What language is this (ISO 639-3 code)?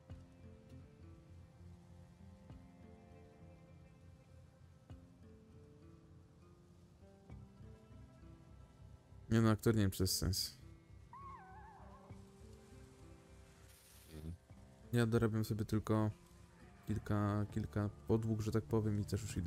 pol